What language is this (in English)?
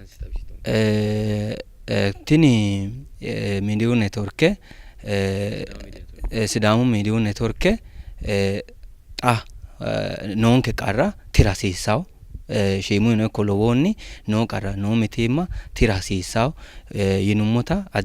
Sidamo